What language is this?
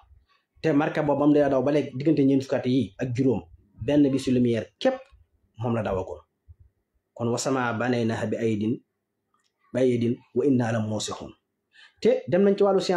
Wolof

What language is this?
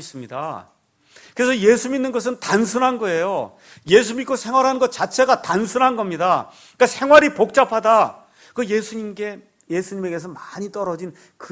Korean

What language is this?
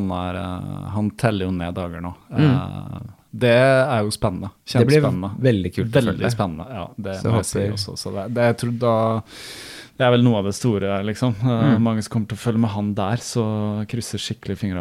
Norwegian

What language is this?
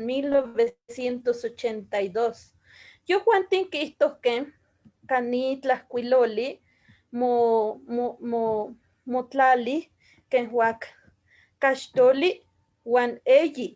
Eastern Huasteca Nahuatl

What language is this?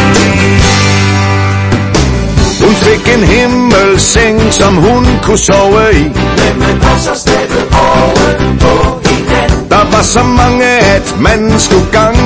Danish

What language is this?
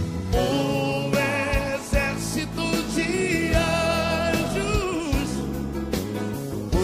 Portuguese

